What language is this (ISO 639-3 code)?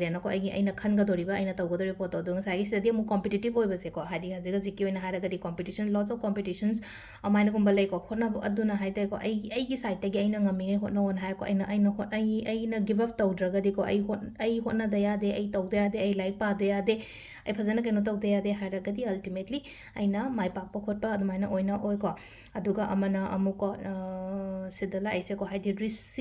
mni